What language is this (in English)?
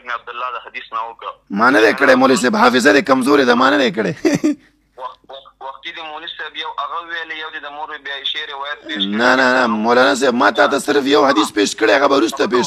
Pashto